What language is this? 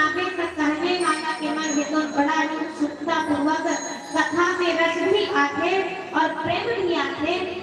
Chhattisgarhi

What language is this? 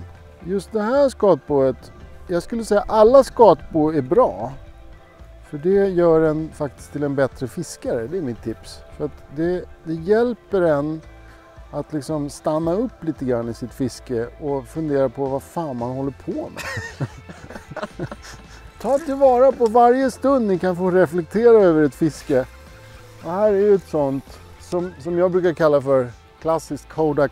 Swedish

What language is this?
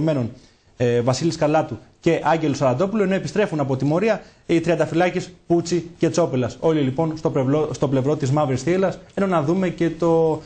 Greek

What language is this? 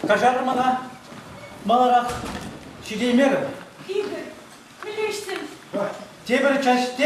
Chuvash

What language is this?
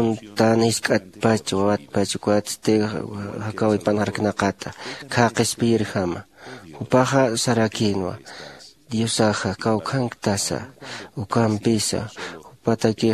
Aymara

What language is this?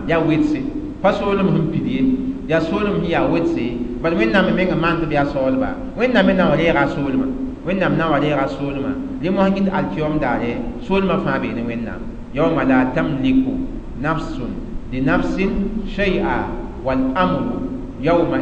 Mossi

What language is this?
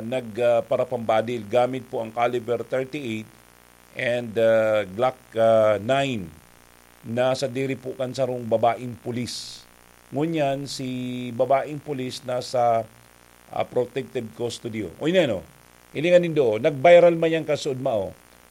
Bikol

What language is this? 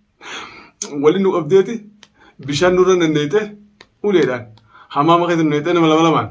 Oromo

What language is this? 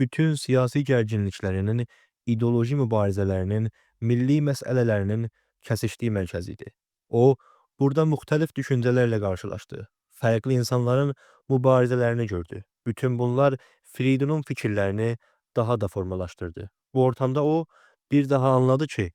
Azerbaijani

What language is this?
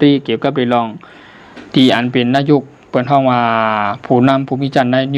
Shan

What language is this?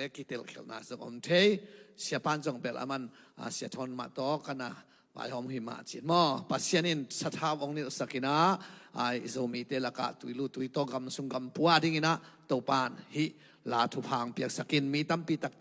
Tedim Chin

